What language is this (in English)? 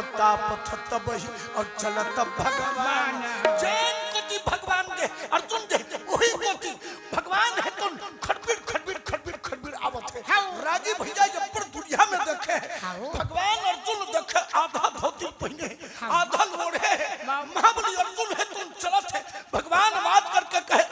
Chhattisgarhi